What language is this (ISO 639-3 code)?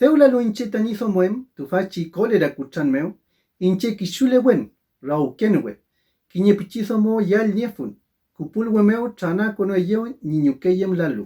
arn